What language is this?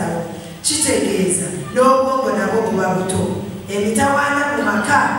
Soga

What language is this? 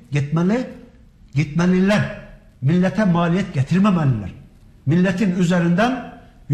Turkish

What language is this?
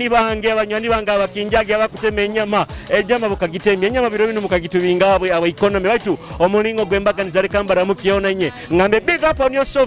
Nyoro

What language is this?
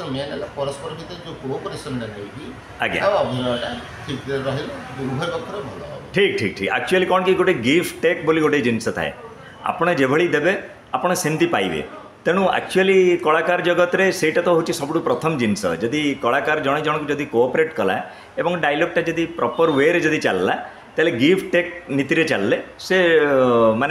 Odia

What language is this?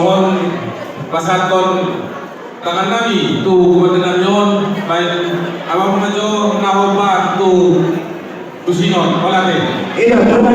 Batak Toba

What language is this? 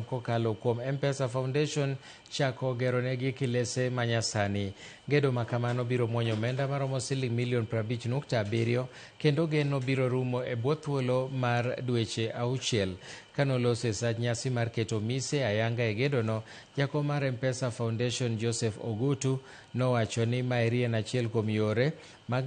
Luo (Kenya and Tanzania)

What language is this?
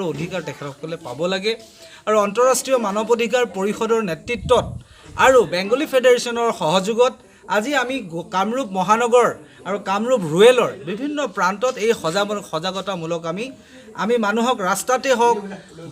Assamese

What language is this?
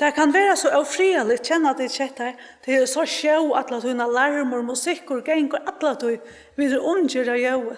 Faroese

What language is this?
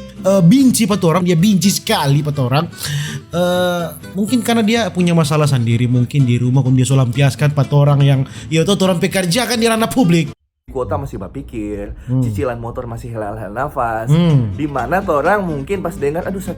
Manado Malay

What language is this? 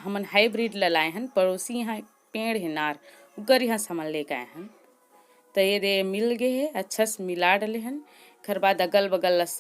Chhattisgarhi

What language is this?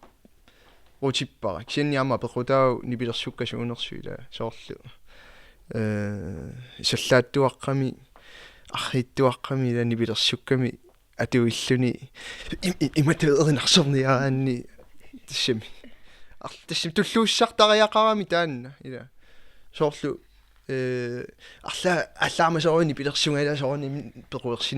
Kalaallisut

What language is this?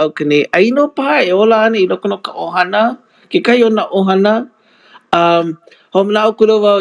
Hawaiian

